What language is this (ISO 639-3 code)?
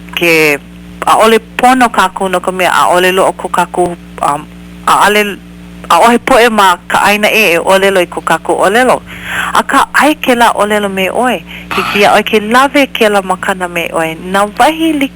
haw